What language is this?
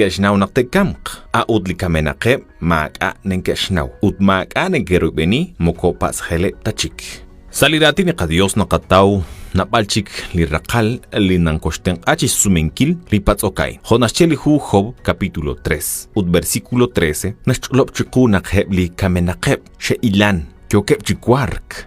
Kekchí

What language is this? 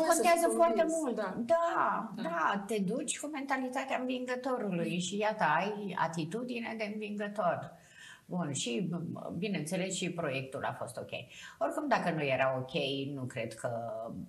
Romanian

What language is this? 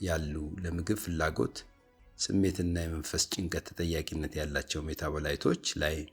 Amharic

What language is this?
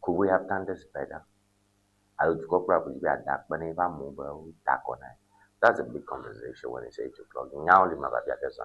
Ewe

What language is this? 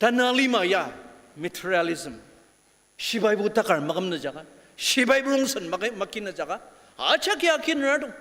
Ao Naga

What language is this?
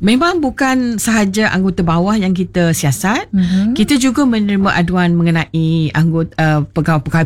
Malay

